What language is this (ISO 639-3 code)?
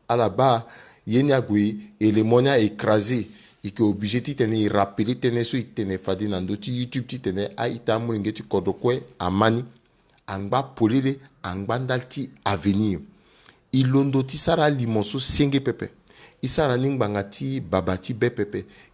sag